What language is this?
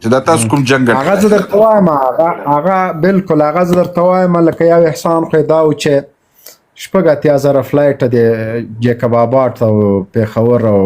Pashto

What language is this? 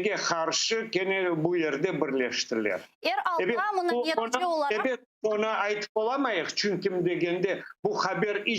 Crimean Tatar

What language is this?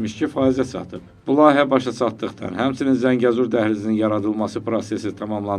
Azerbaijani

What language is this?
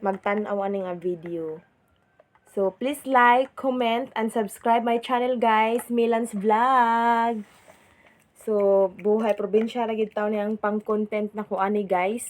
Cebuano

